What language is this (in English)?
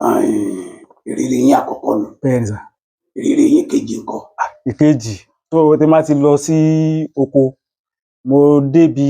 Yoruba